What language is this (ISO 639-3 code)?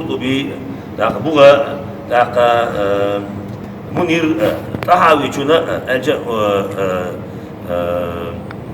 che